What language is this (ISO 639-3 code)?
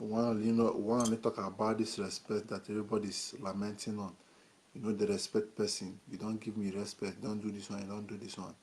pcm